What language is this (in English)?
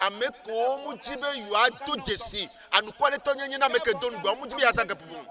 Ewe